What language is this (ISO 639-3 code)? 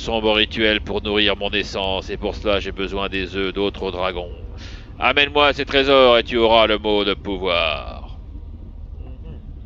fra